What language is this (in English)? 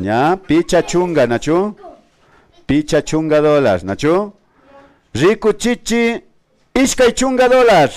Imbabura Highland Quichua